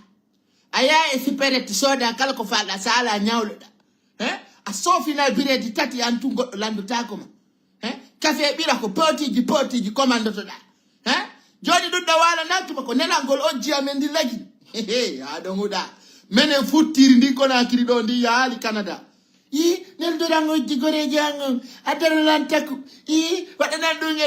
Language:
Fula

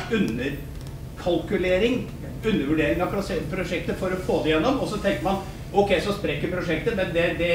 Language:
Norwegian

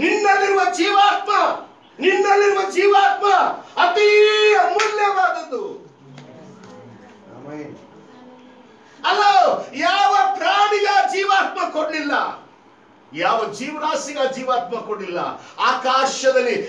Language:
Kannada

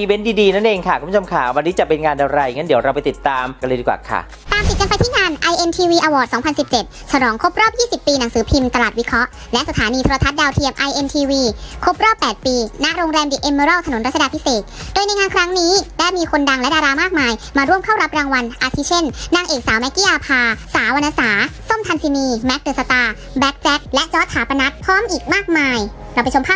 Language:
Thai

